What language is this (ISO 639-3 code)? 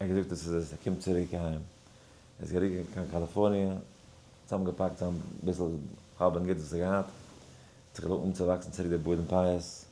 yid